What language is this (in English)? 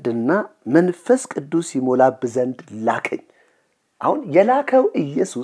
Amharic